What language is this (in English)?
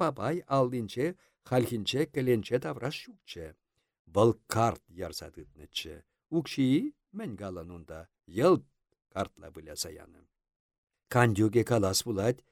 Chuvash